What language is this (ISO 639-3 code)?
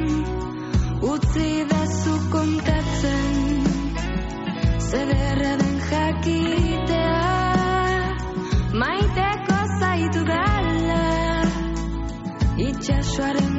eus